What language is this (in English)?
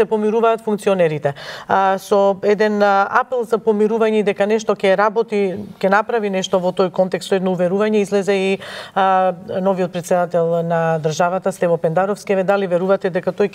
Macedonian